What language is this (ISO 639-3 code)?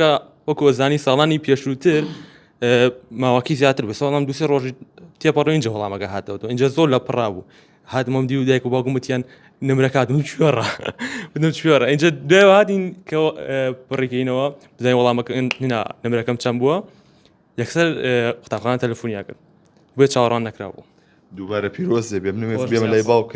ckb